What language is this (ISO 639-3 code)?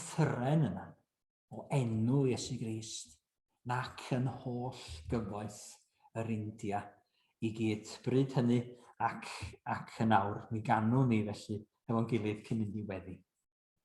cym